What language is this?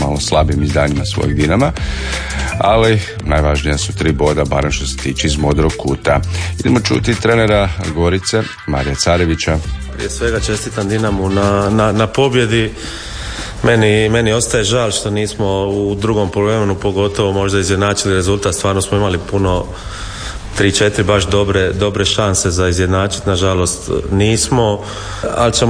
Croatian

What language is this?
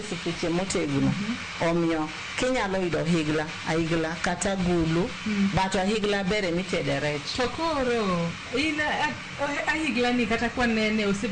Luo (Kenya and Tanzania)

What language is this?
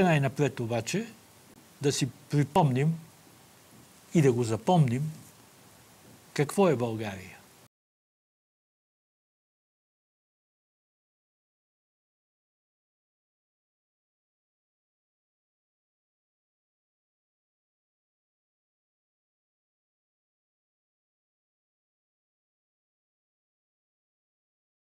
Bulgarian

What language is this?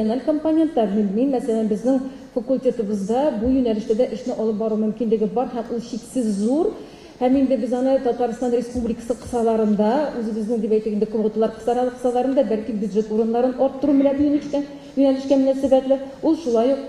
Tatar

